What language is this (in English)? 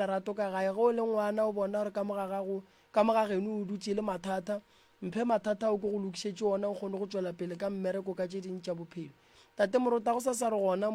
Northern Sotho